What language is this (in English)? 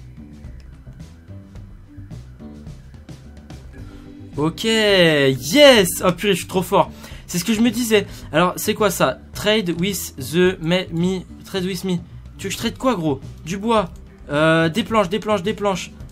French